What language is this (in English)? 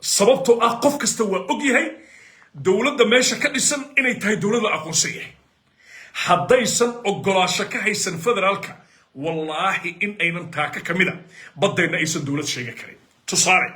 Somali